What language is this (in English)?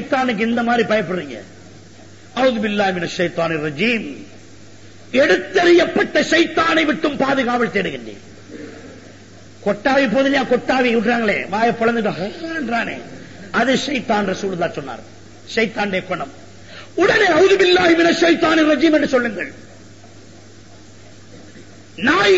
Tamil